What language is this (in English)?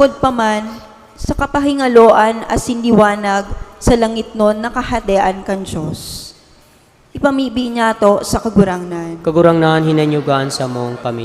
Bikol